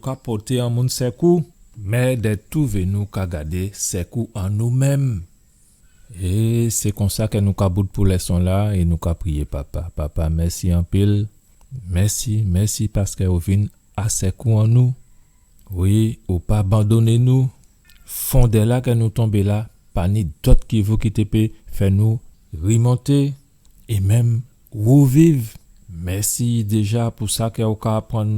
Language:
Guadeloupean Creole French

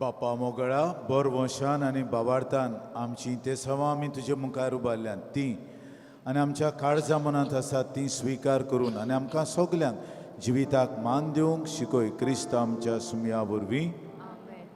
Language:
Konkani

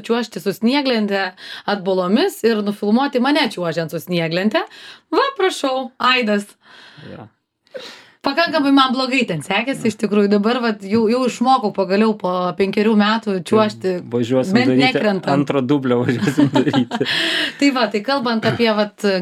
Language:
Lithuanian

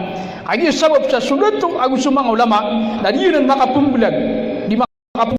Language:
Maranao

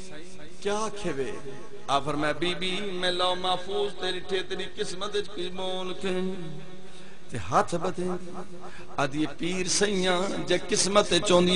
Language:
Saraiki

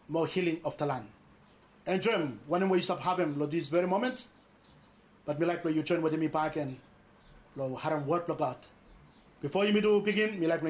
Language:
Bislama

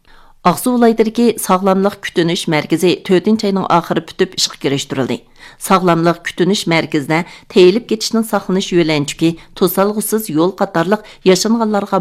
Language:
Uyghur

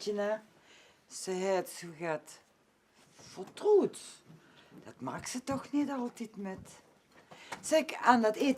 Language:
Limburgish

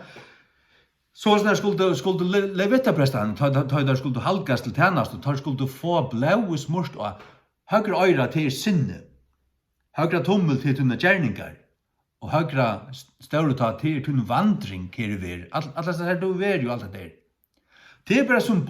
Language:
Faroese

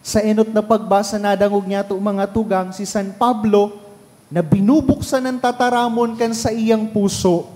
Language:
Bikol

